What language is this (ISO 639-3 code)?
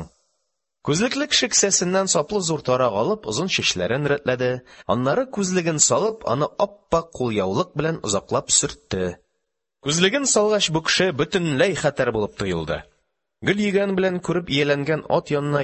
tat